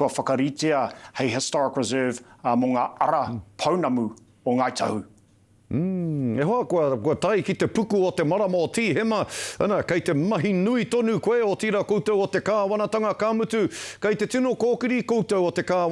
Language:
Māori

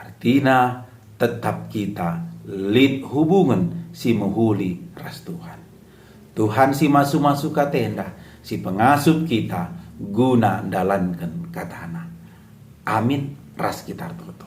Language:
Batak Karo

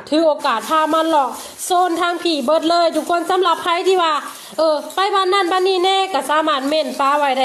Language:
Lao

